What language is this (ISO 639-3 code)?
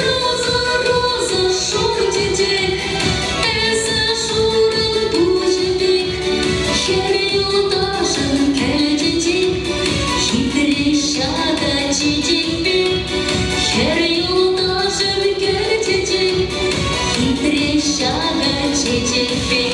chv